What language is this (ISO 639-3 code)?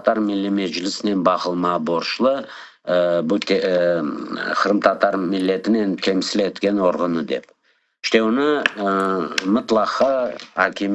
crh